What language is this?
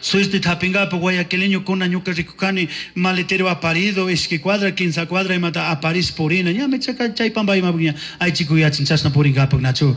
Chimborazo Highland Quichua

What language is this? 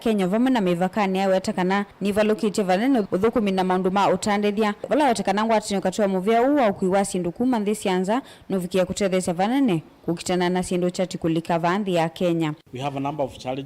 Kamba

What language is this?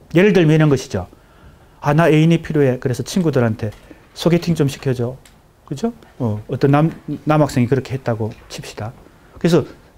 Korean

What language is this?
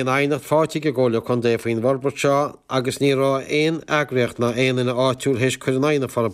Irish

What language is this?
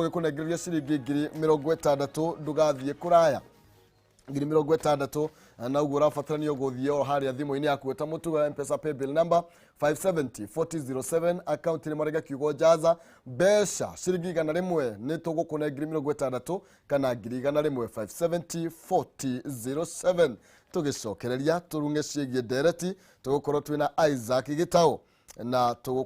Kikuyu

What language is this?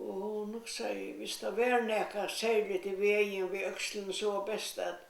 Faroese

